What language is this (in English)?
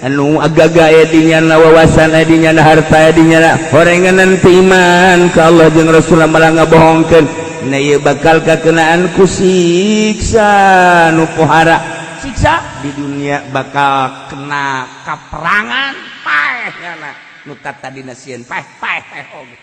Sundanese